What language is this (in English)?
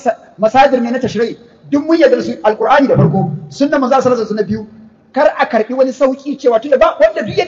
Hausa